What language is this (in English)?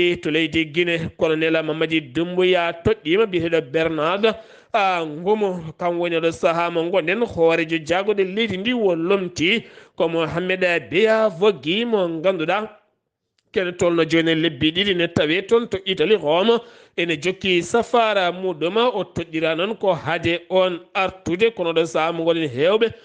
Fula